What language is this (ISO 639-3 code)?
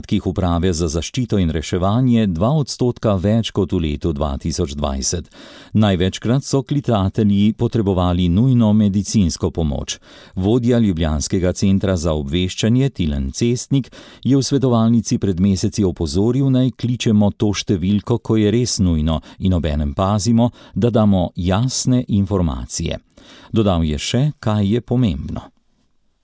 slv